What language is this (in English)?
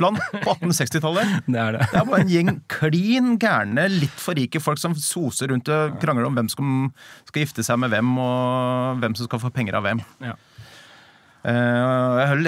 Norwegian